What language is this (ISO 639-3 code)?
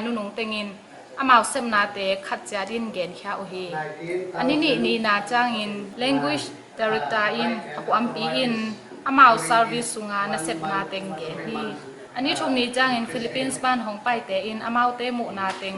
ctd